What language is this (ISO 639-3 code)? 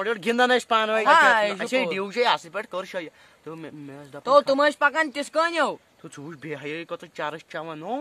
kas